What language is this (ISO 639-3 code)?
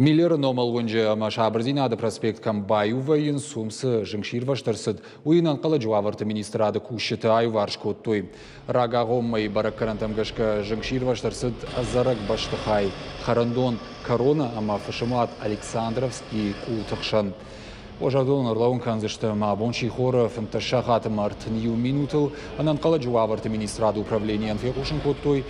oss